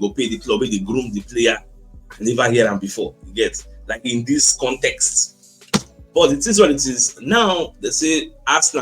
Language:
Nigerian Pidgin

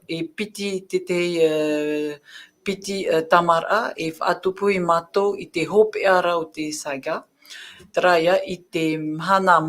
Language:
Tahitian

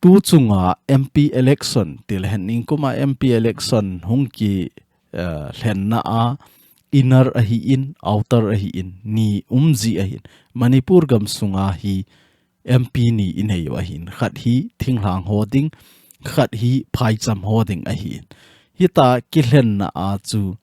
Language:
Thado Chin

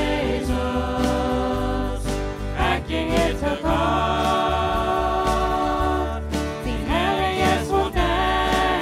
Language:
Plautdietsch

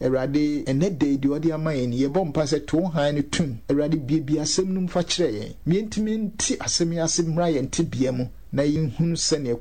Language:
Akan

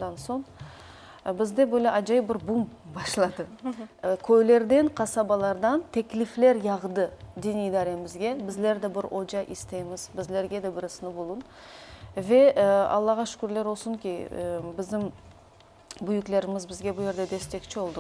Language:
Crimean Tatar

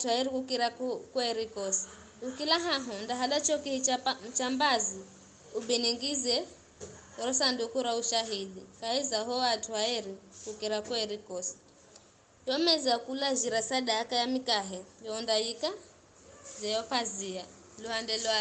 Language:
Giryama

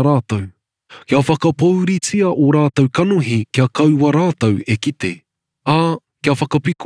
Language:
Māori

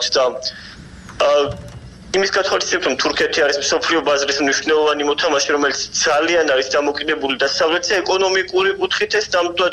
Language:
Georgian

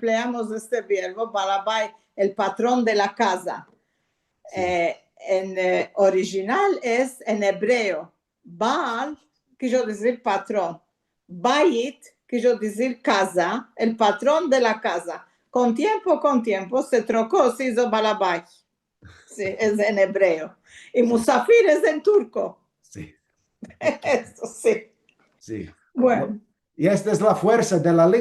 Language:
Ladino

